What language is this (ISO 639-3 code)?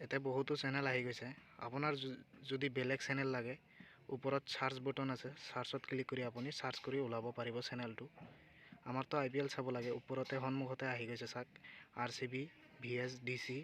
asm